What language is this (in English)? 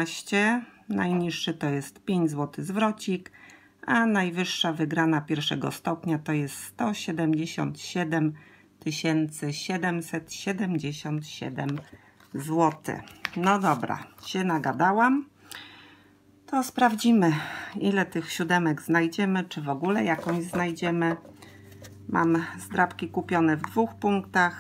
Polish